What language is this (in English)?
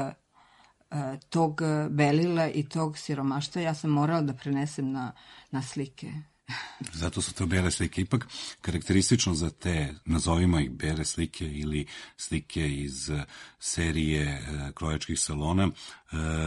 Serbian